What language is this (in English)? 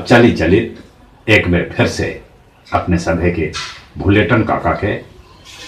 Magahi